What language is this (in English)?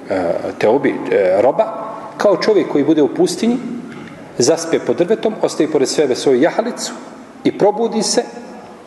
Bosnian